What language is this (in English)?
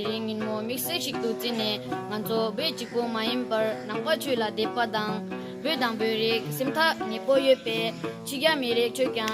Tibetan